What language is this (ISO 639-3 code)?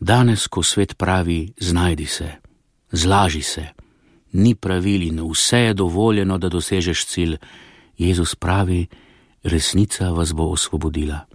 slv